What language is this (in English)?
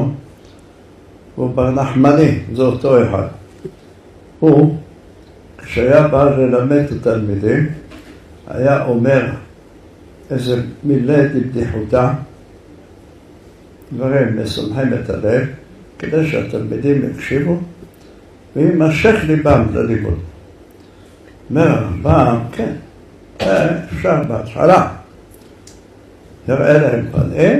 Hebrew